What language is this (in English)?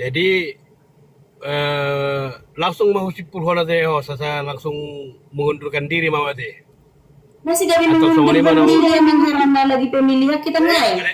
Batak Toba